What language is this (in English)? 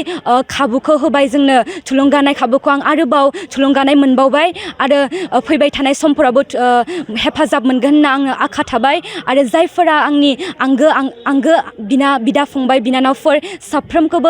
Bodo